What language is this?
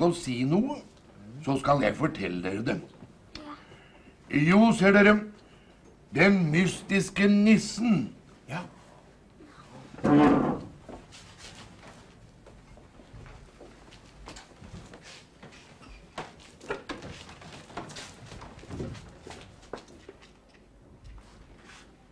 Norwegian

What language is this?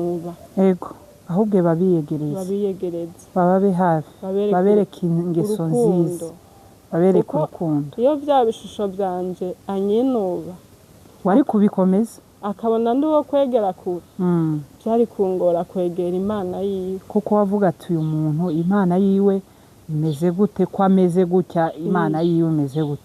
Rundi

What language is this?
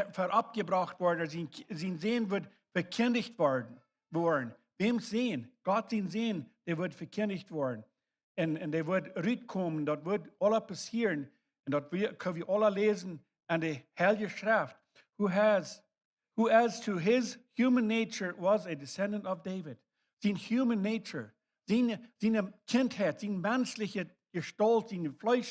Plautdietsch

